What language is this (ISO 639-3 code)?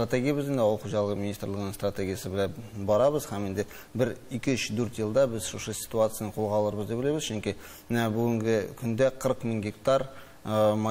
tat